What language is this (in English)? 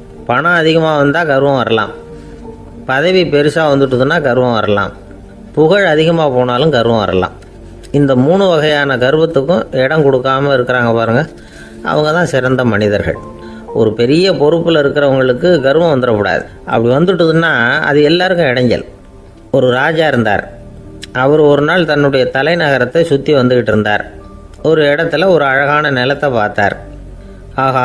Tamil